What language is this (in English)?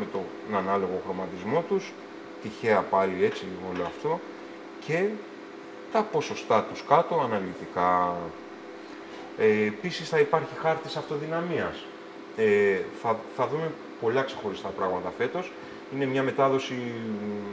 Greek